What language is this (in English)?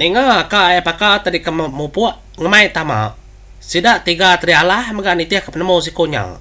Iban